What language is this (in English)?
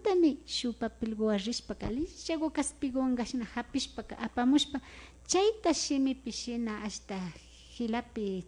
Imbabura Highland Quichua